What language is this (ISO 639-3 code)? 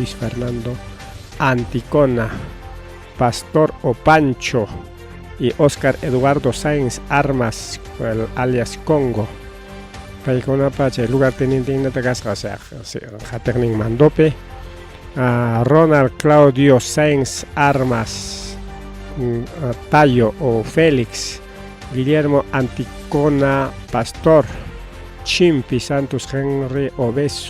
quy